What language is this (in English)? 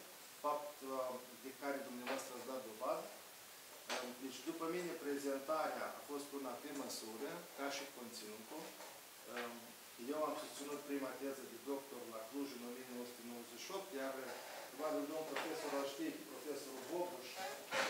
Romanian